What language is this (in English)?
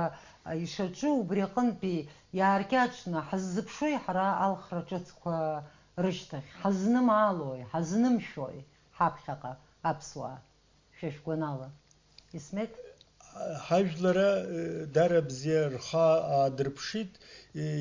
Abkhazian